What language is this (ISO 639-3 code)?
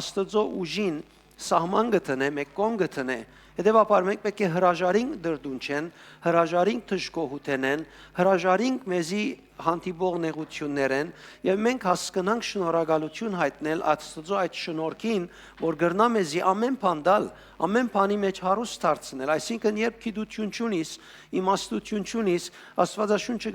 hyw